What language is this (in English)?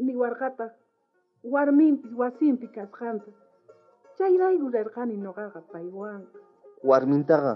South Bolivian Quechua